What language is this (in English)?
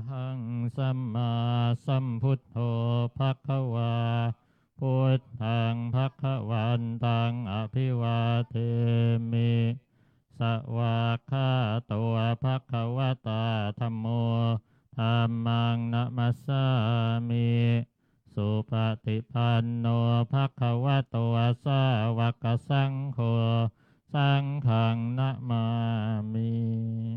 Pali